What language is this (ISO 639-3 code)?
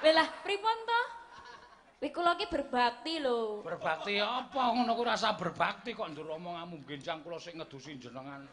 jav